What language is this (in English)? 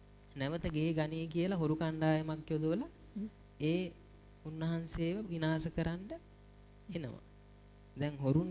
Sinhala